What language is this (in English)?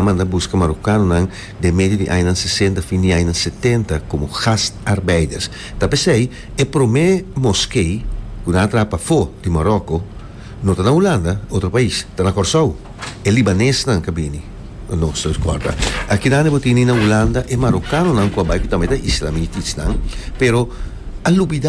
Papiamento